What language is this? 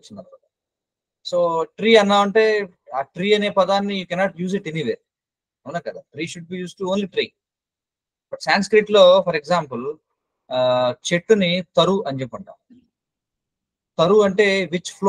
Telugu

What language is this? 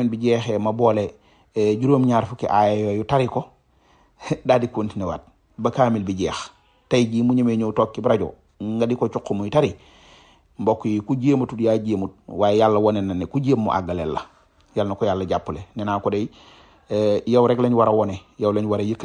Wolof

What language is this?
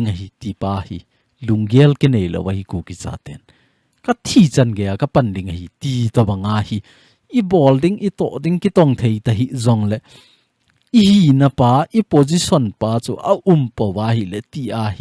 Thado Chin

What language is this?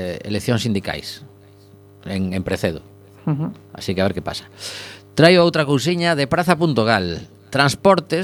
Galician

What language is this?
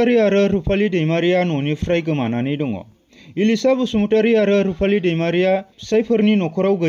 Bodo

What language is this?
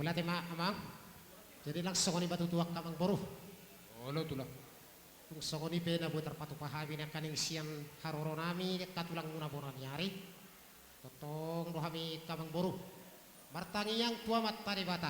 Batak Toba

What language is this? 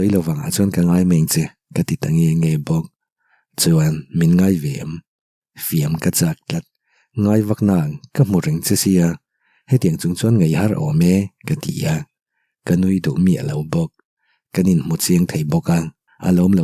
Mizo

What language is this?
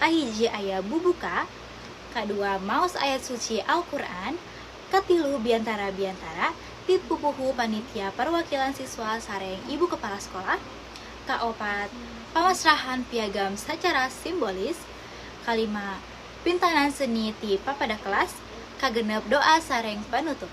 Sundanese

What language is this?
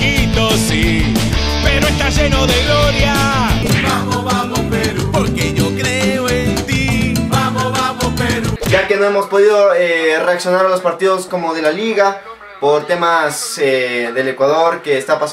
Spanish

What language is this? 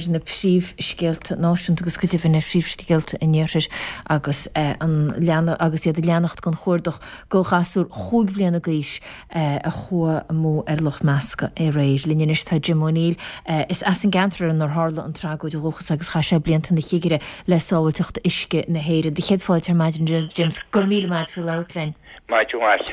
Irish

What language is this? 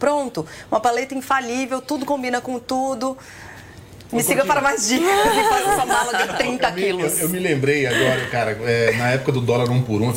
Portuguese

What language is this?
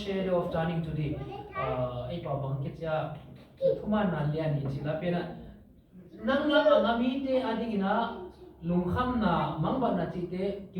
Tedim Chin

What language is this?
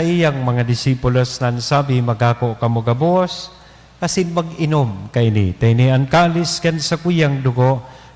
Bikol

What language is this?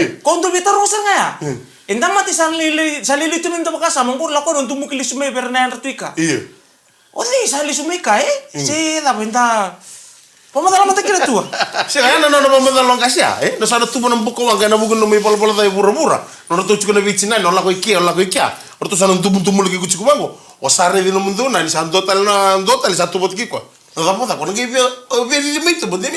Fijian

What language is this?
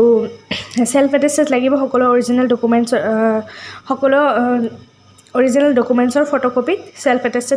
Assamese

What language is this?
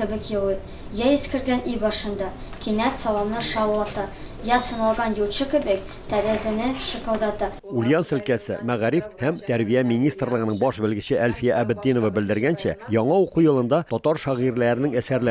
Tatar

